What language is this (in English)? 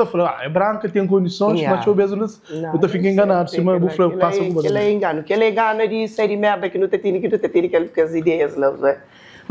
Kabuverdianu